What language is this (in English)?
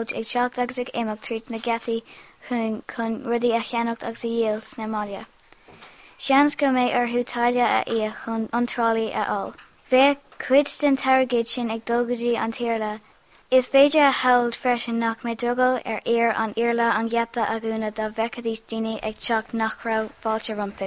Irish